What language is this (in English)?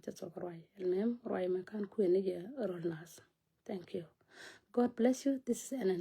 Nuer